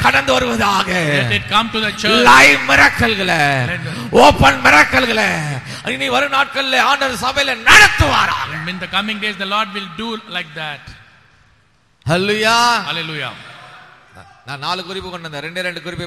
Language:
Tamil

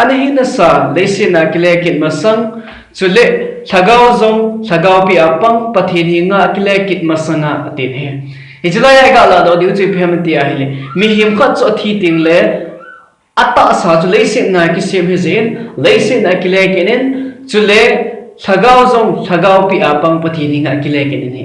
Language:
Thado Chin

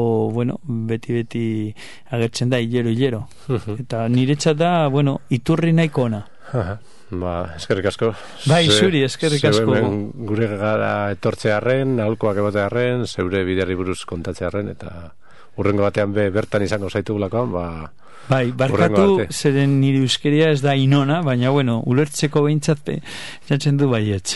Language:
Basque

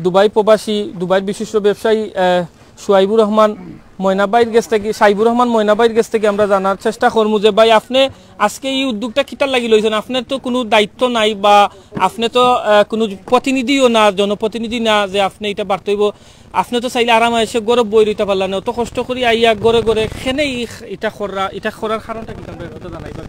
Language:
Sylheti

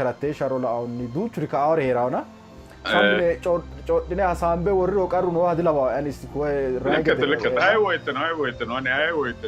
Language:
Sidamo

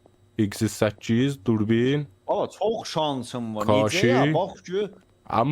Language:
South Azerbaijani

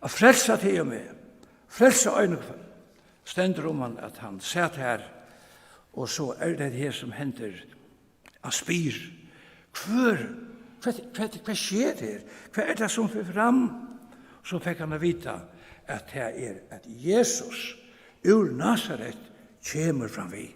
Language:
Faroese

